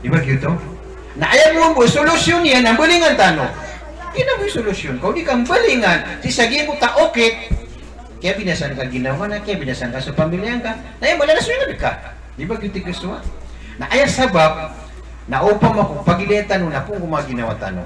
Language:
Maranao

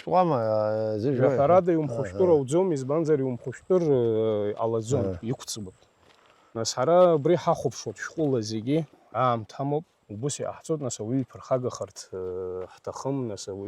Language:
Abkhazian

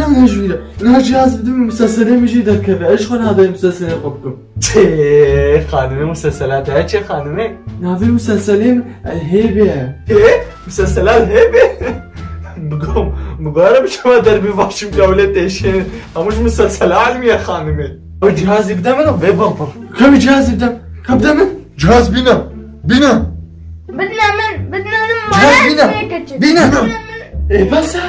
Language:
Kurdish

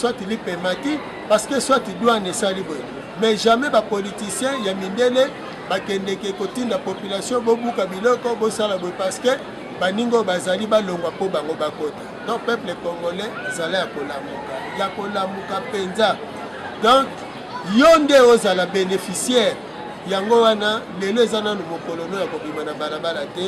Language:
Lingala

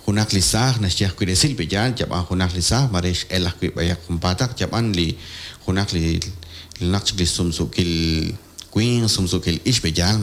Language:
Kekchí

